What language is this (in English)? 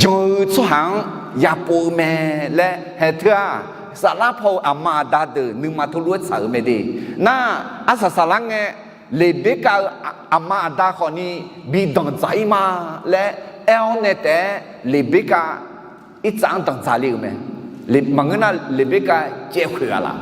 Akha